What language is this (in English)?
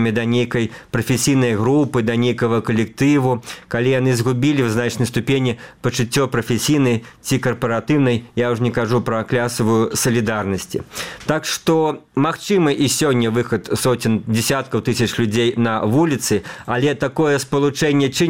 Belarusian